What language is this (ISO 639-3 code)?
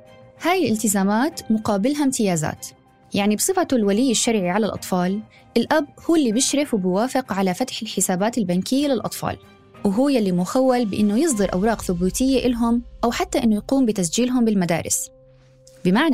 apc